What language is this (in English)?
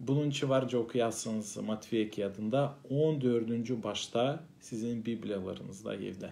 Gagauz